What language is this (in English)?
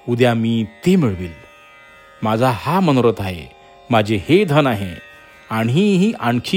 Marathi